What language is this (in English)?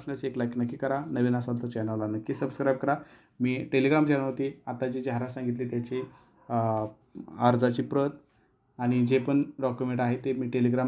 Marathi